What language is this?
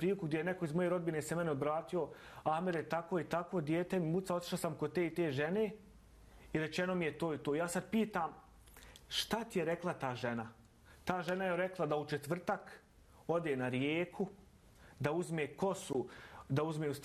Bosnian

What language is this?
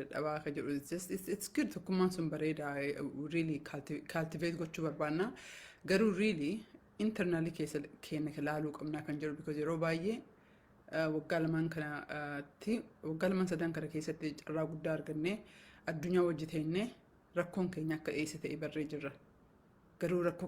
Oromo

